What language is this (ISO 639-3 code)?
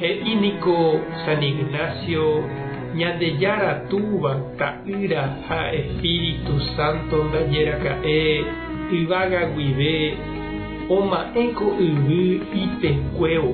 grn